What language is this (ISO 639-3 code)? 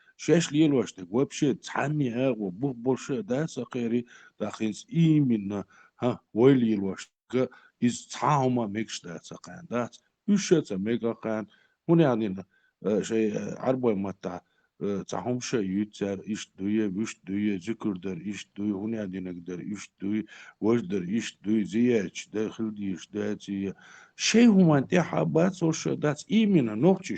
che